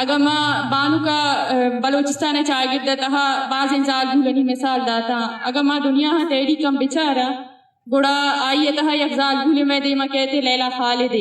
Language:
Eastern Balochi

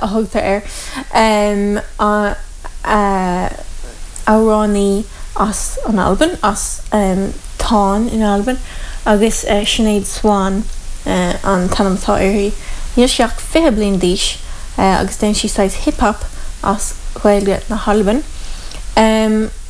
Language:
Irish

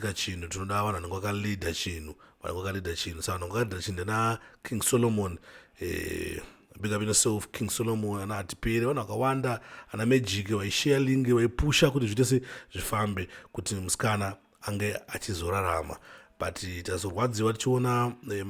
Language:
Shona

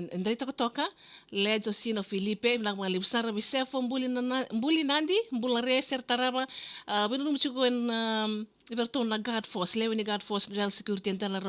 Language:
Fijian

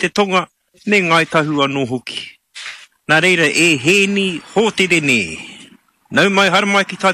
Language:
Māori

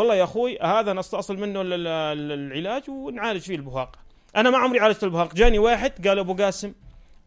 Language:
North Levantine Arabic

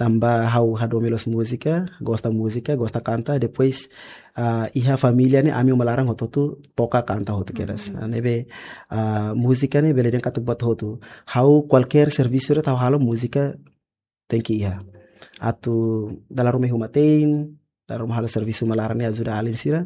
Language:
Tetum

